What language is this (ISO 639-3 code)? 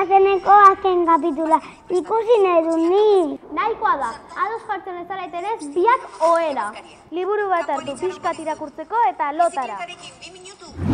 eus